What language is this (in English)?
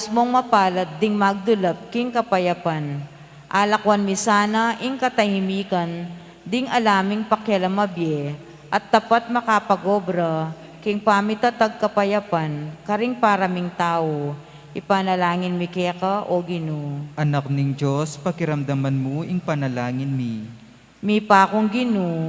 Pampanga